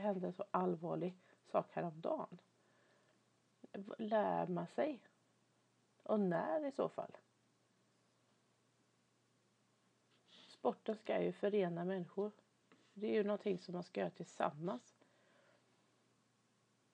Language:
Swedish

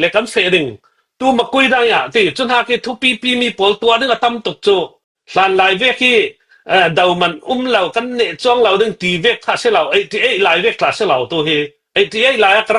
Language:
Falam Chin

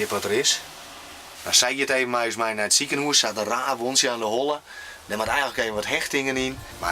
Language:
Western Frisian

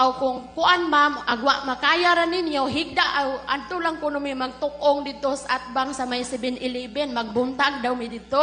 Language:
Cebuano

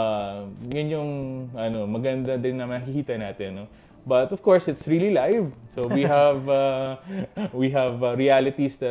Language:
Filipino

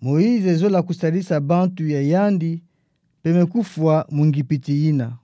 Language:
Kituba (Democratic Republic of Congo)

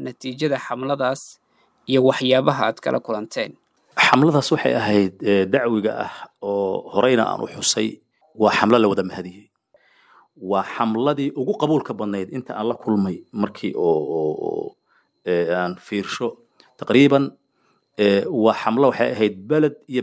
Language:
Somali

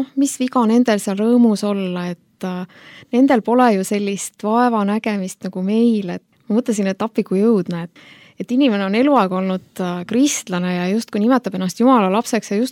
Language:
Estonian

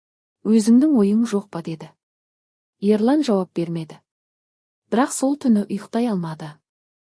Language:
Kazakh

